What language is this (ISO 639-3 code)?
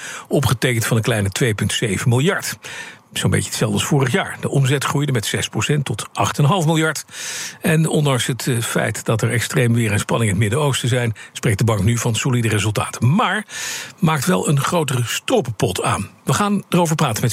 nld